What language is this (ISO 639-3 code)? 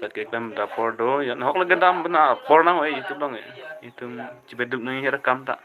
mjw